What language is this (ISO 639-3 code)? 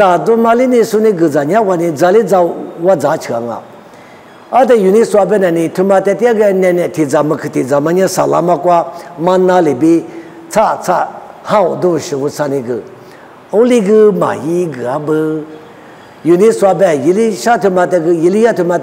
lis